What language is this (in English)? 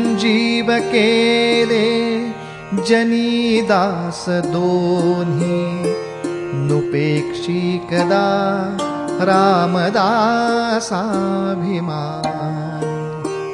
Marathi